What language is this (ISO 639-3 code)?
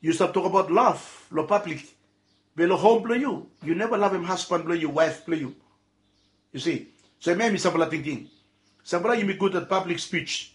bis